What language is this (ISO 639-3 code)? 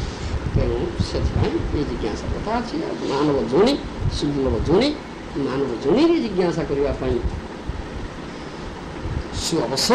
ori